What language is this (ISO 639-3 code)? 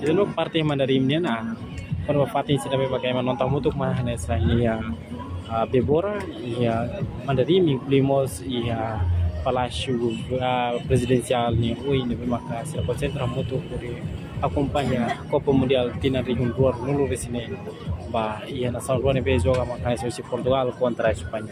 tet